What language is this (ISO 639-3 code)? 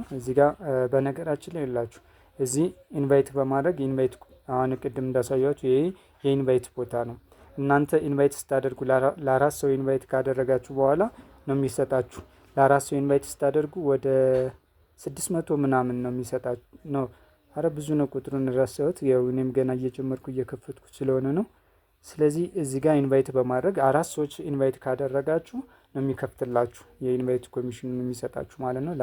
amh